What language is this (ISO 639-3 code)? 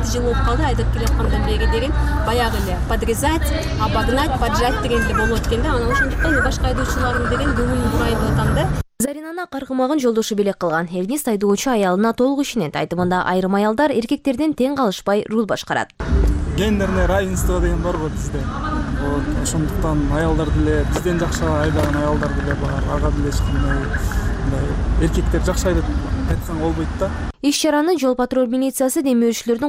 kir